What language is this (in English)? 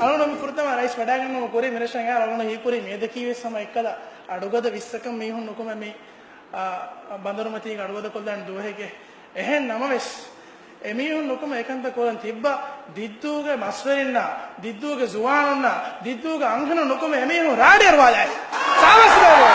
Divehi